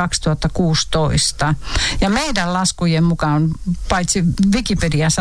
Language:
Finnish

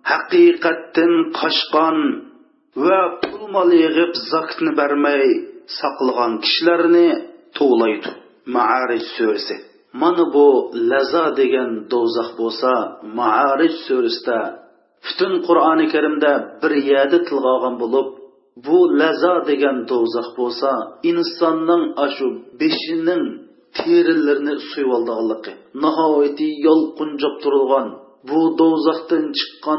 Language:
Uyghur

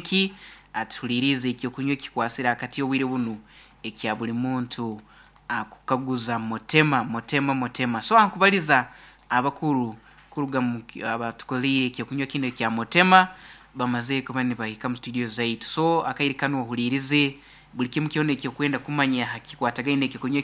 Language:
Nyankole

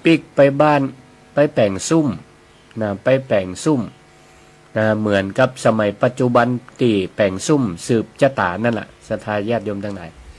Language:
Northern Thai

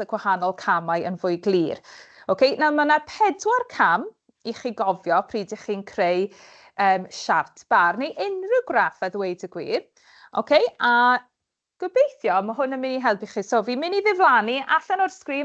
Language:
Welsh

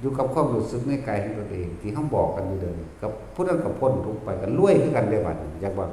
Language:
Northeastern Thai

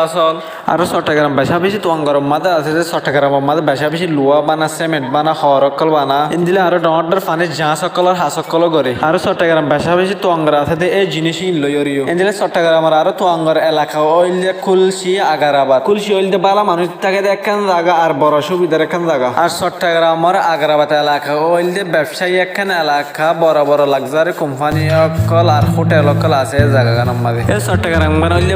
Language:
Rohingya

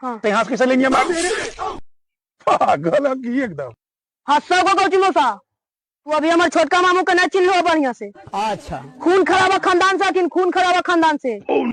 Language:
Magahi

